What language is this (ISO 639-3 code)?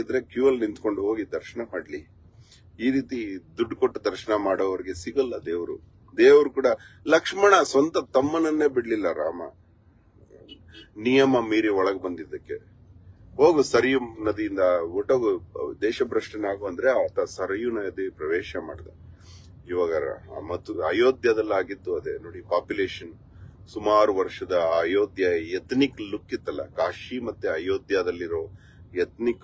kan